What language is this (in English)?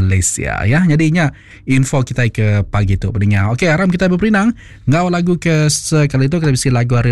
Iban